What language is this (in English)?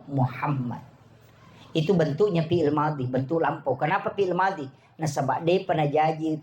Buginese